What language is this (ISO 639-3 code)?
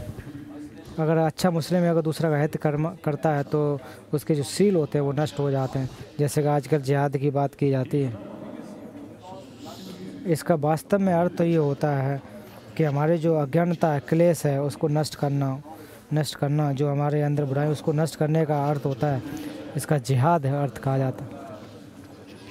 hin